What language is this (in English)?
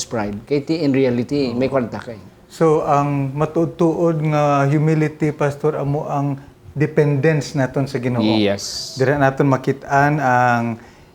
Hiligaynon